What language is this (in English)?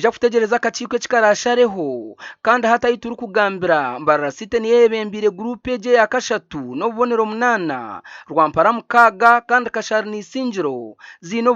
Nyankole